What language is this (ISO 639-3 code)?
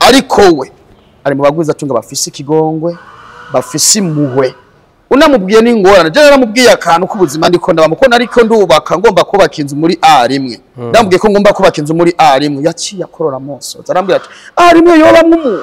run